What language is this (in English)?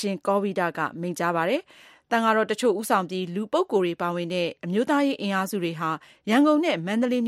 Burmese